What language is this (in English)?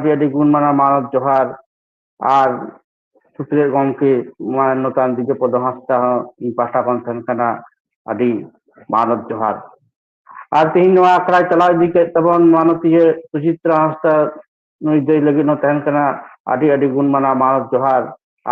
Santali